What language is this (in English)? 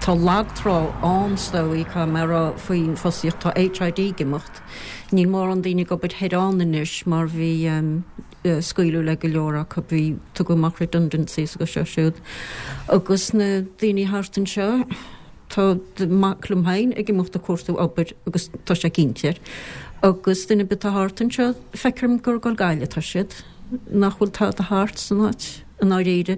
Irish